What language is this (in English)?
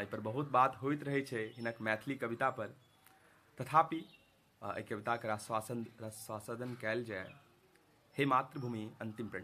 Maithili